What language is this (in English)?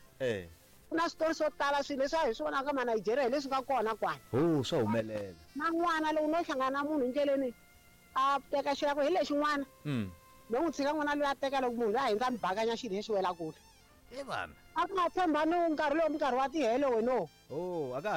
Tsonga